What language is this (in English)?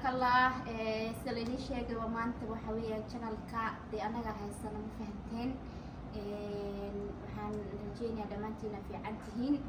Somali